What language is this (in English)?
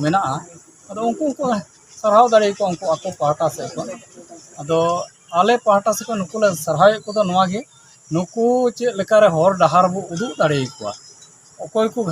Santali